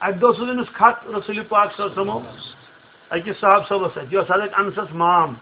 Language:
Kashmiri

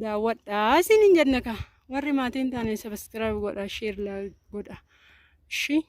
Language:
Oromo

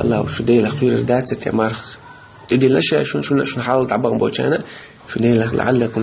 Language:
Chechen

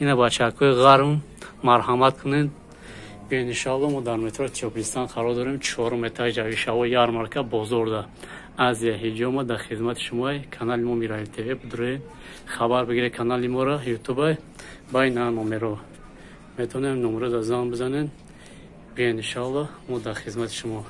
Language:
Tajik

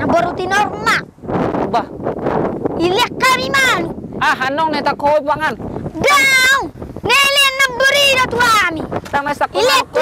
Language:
Batak Toba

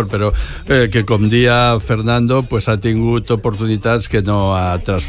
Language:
Catalan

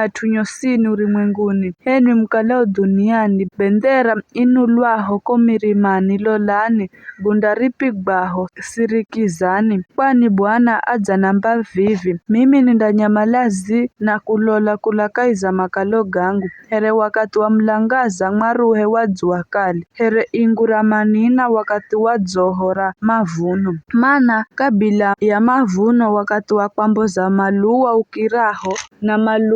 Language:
Giryama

